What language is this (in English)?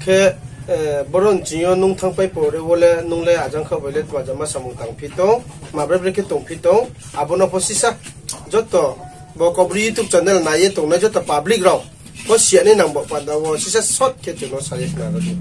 Riang (India)